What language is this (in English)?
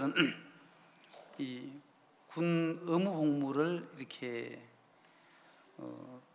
Korean